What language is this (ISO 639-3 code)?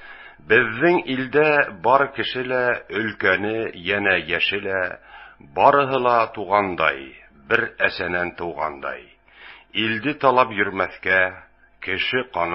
bak